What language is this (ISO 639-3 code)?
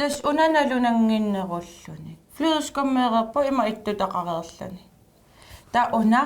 kal